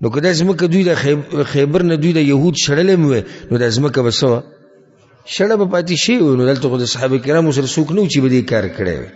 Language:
Pashto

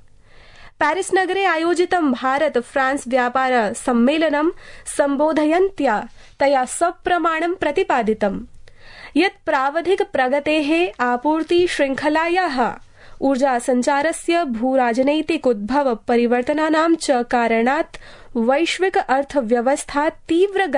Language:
Sanskrit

